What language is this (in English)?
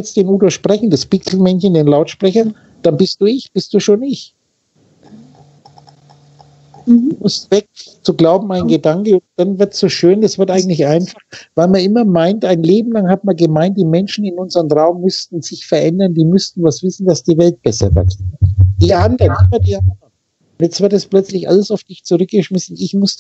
German